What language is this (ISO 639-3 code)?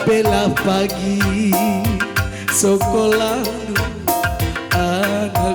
btx